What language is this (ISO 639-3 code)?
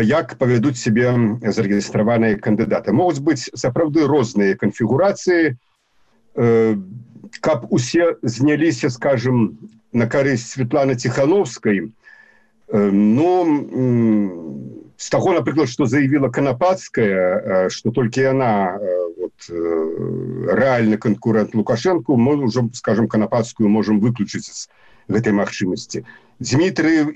bel